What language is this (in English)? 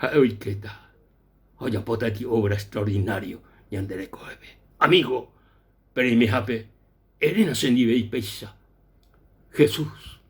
Guarani